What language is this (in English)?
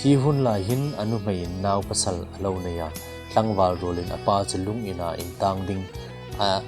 Hmar